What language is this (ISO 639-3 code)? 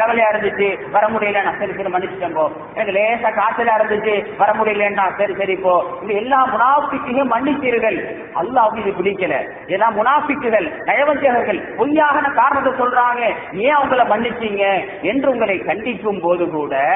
tam